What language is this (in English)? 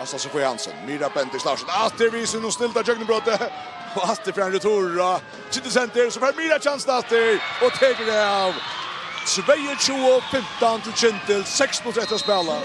Faroese